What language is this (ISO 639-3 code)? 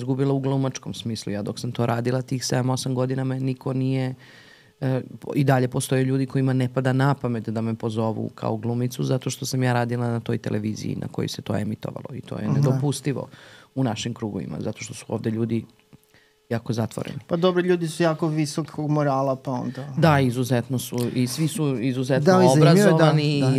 srp